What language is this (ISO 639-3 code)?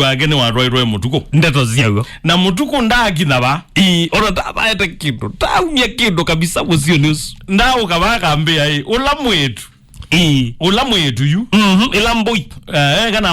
kam